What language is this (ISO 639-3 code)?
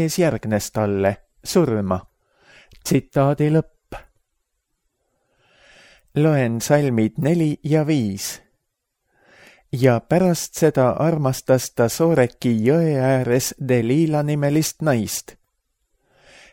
est